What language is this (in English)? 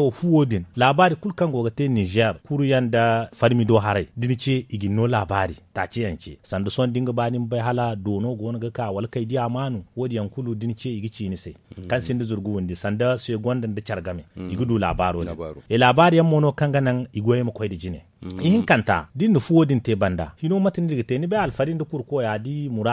Zarma